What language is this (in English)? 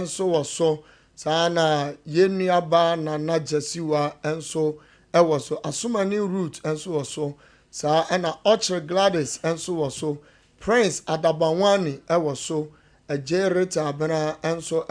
Akan